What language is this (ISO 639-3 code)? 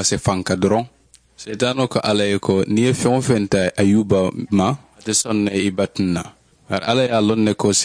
man